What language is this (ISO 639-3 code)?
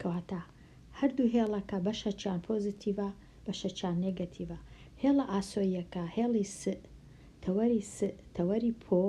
ckb